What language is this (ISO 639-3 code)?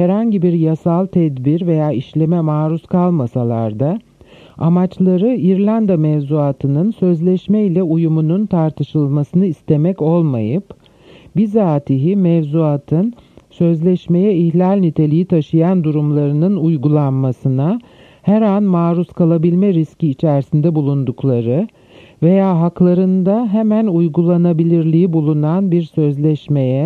tur